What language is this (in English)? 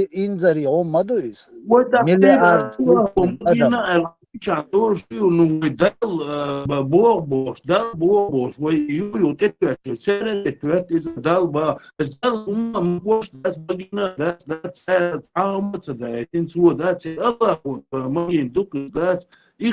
Chechen